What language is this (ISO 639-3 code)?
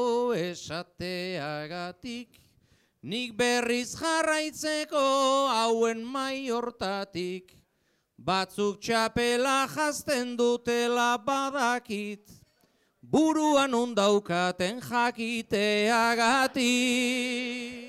eus